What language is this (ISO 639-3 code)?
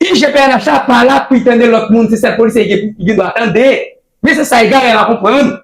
hat